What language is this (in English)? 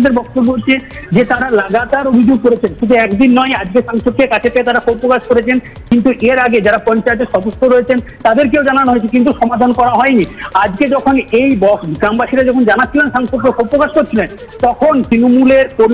Bangla